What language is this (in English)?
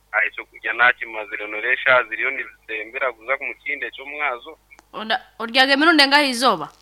Nyankole